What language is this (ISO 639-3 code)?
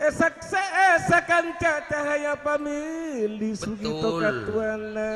mad